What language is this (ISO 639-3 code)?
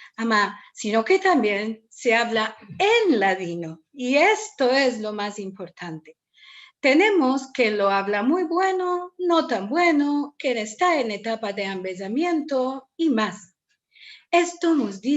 lad